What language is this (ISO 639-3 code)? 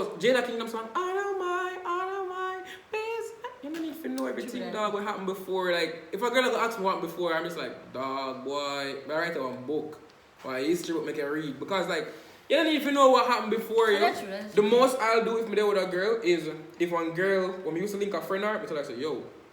jam